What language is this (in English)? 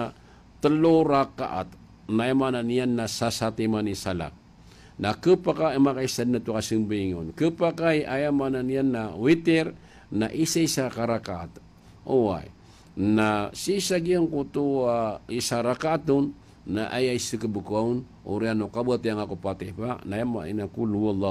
Maranao